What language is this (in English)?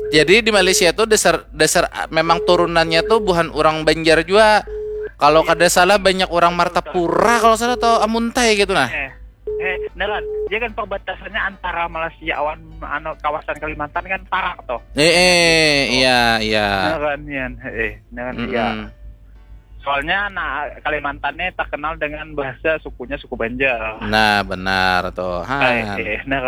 Banjar